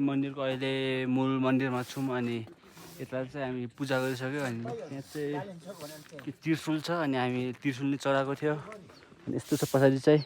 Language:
Nepali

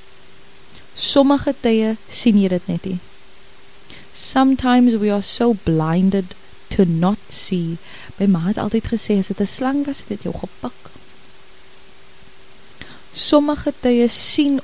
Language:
Afrikaans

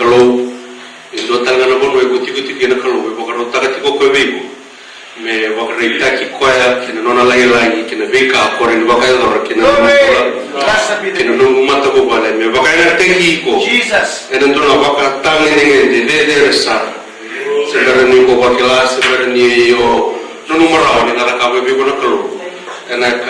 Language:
Fijian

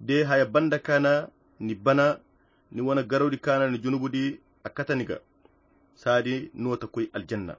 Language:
Koyra Chiini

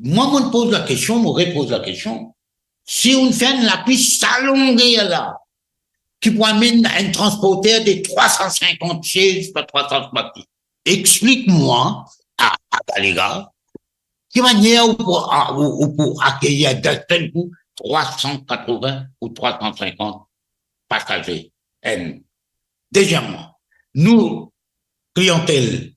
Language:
Morisyen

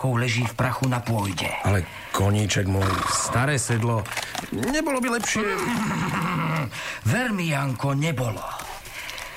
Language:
Slovak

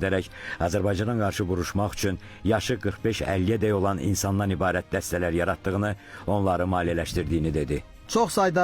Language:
Azerbaijani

